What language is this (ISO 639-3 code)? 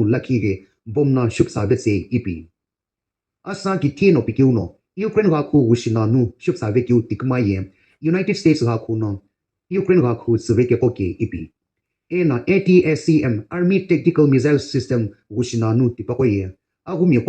nsm